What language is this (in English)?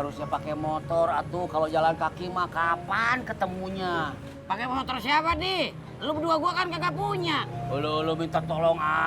Betawi